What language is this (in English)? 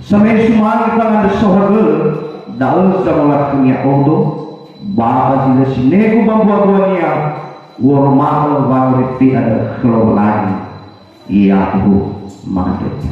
Nias